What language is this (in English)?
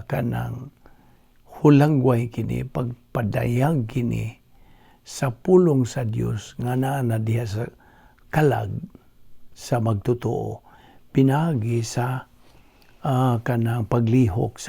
Cebuano